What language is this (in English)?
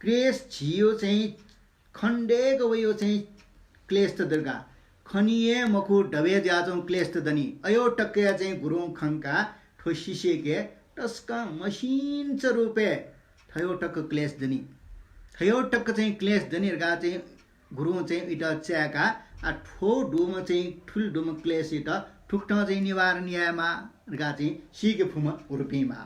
Newari